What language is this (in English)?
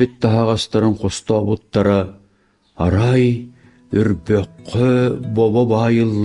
Yakut